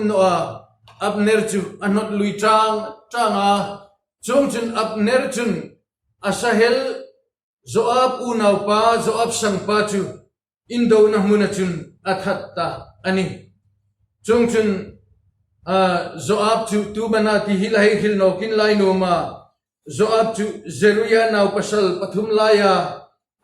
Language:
Hmar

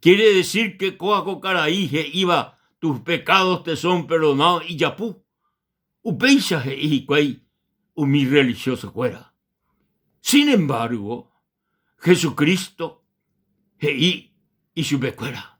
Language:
Guarani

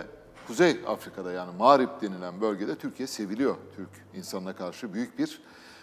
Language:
Turkish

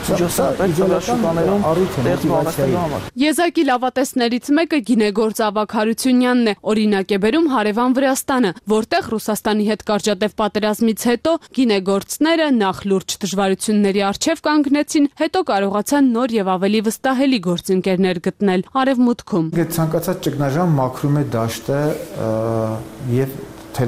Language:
Armenian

